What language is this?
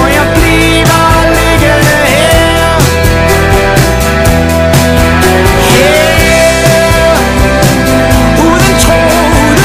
Danish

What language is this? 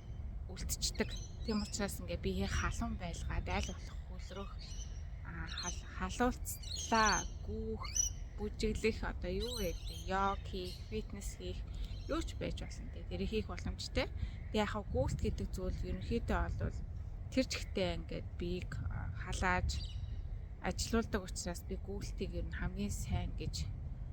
Mongolian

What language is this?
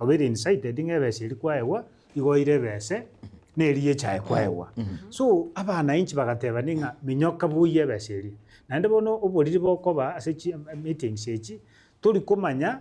Gusii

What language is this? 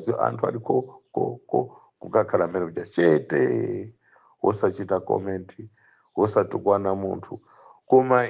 Nyanja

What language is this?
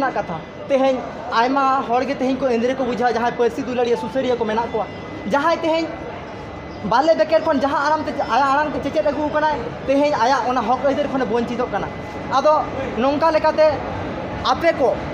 Santali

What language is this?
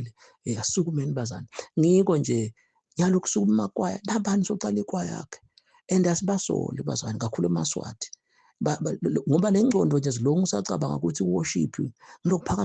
Zulu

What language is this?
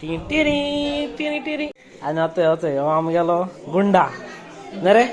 Konkani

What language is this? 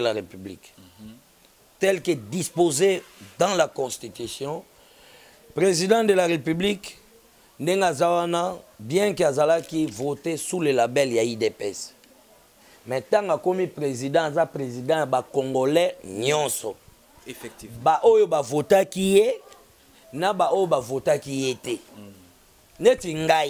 Lingala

